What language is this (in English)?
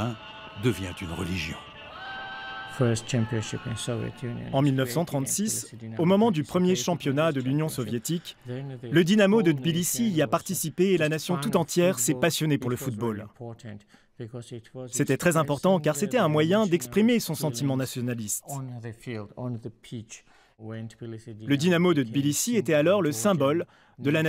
French